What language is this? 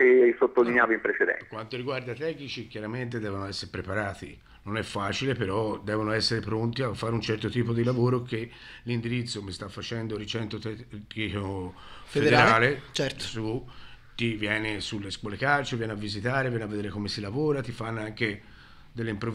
Italian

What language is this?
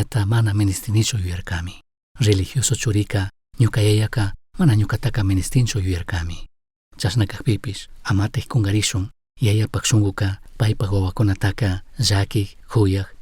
Chimborazo Highland Quichua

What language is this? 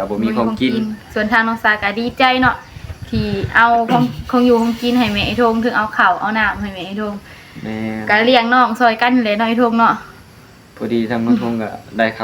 Northeastern Thai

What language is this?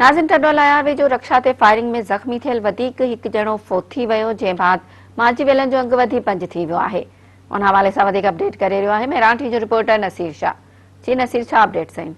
Sindhi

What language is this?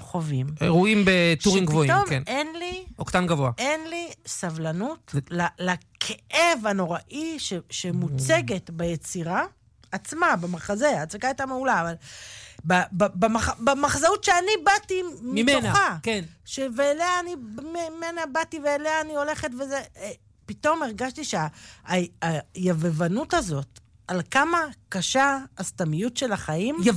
Hebrew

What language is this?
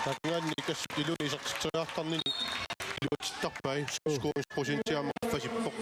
Kalaallisut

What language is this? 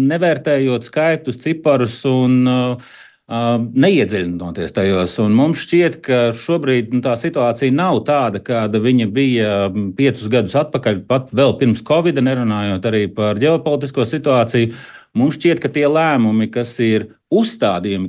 Latvian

